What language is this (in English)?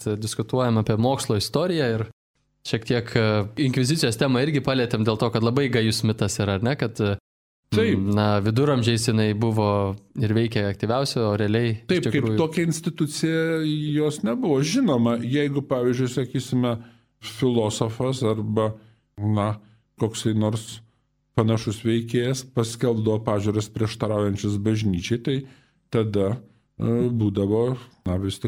Lithuanian